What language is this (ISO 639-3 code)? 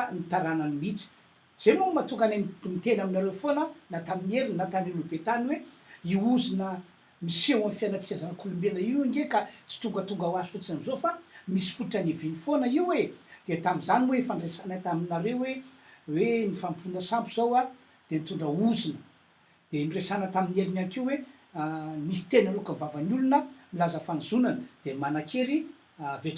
mlg